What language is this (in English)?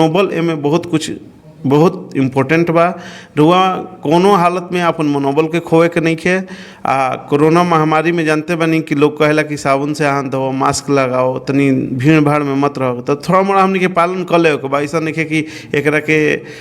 Bhojpuri